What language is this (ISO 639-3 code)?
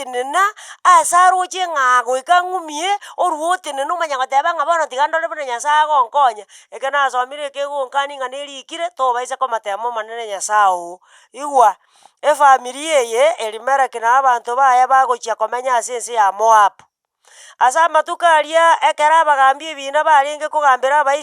guz